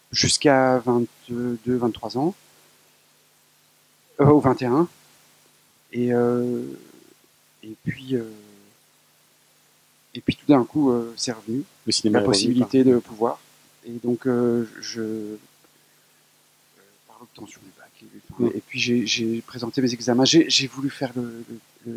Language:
French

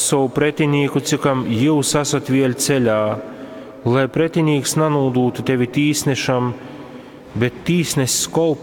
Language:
Latgalian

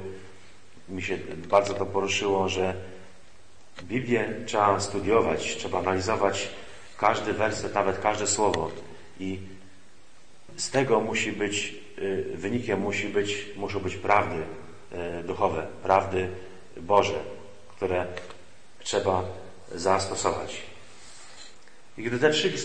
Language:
Polish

